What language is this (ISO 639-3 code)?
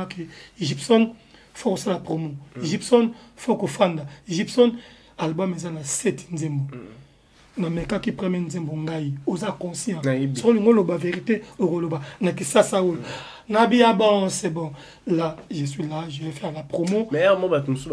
lin